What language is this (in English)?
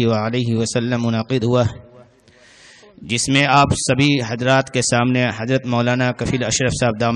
Urdu